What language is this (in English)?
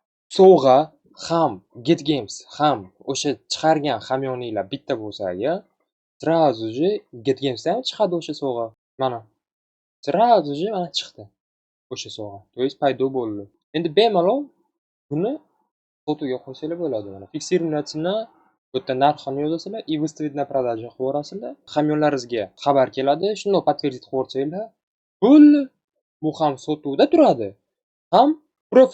Uzbek